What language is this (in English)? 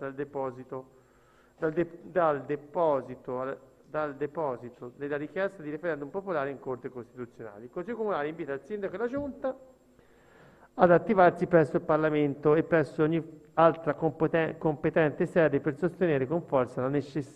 Italian